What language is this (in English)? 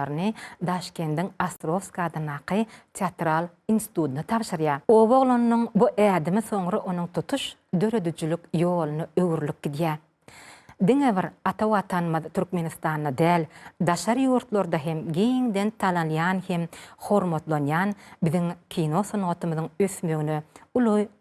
Turkmen